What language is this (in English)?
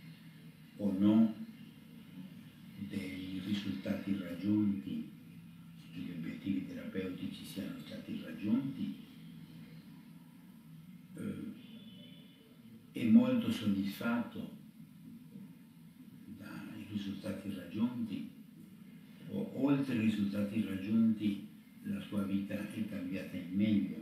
Italian